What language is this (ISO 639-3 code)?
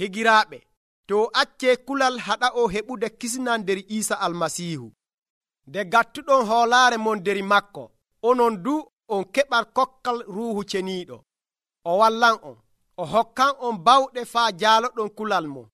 fuv